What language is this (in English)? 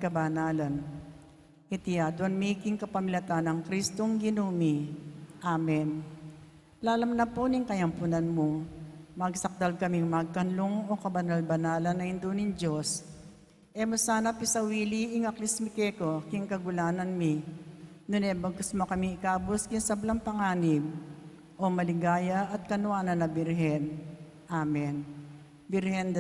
Pampanga